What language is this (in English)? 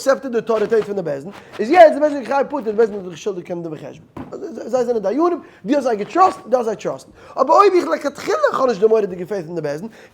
Yiddish